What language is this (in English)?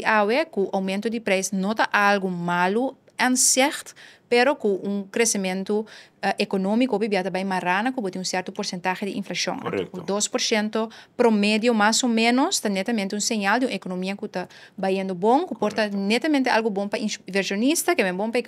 Papiamento